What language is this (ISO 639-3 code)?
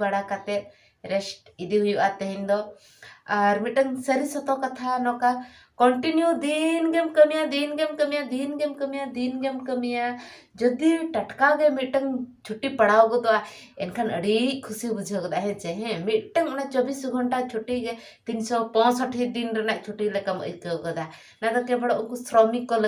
sat